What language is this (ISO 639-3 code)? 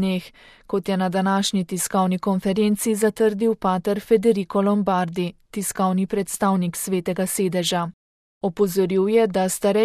slv